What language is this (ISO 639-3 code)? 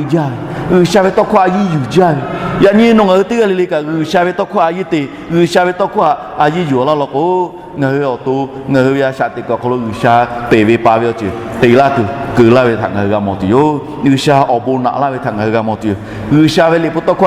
lhu